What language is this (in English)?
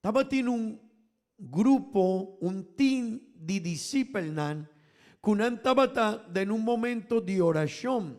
Papiamento